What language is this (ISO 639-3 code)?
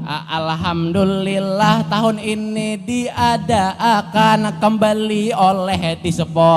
bjn